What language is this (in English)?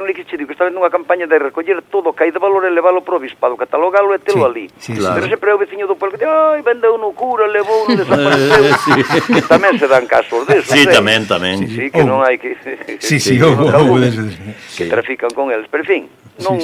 Galician